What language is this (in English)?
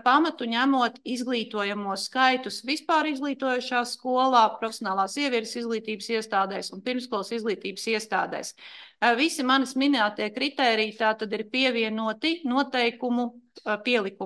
Latvian